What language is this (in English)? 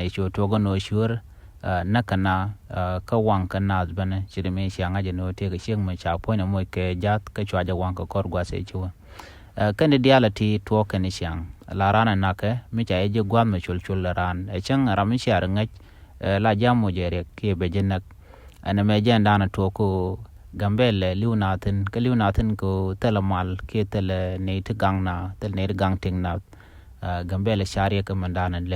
Nuer